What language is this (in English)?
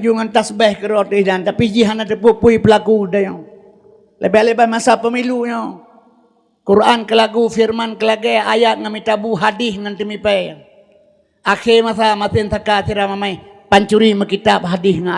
Achinese